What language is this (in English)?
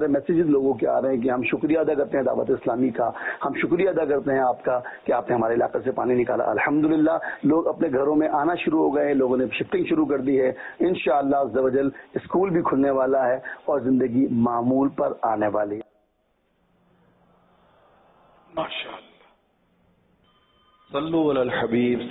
Urdu